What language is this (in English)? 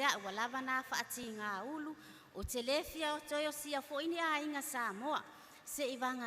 Samoan